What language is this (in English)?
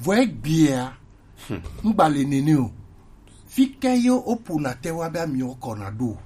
Gen